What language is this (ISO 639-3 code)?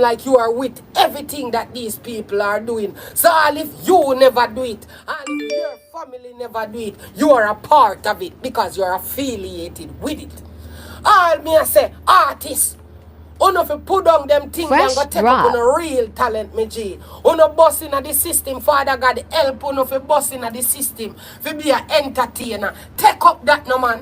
jam